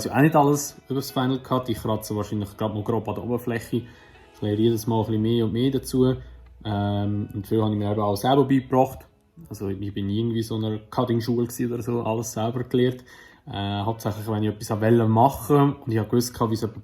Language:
Swiss German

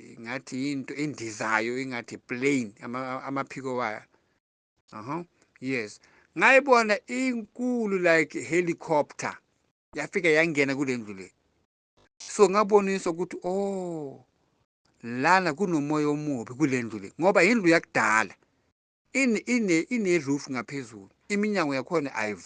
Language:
Zulu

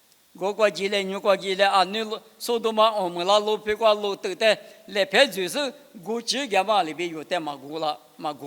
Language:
Lisu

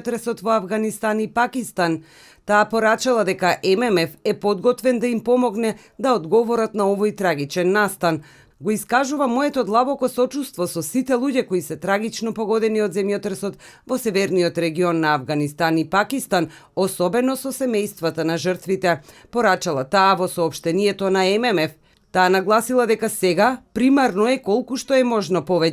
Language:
Macedonian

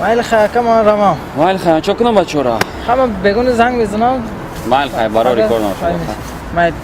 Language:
Tajik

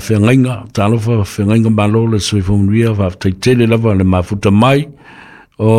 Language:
Samoan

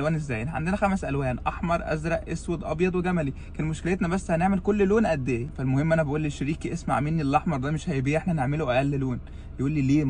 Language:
Egyptian Arabic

